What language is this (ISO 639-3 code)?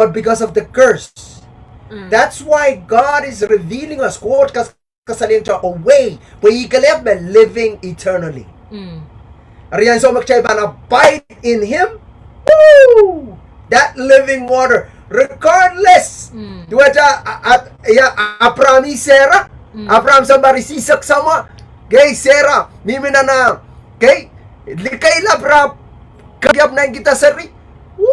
pon